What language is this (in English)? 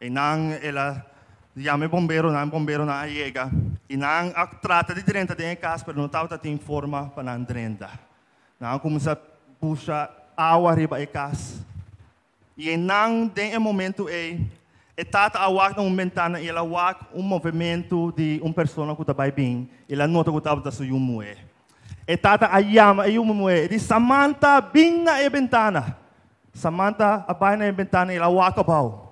Papiamento